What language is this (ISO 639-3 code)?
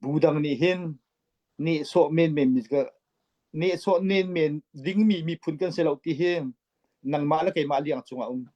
cfm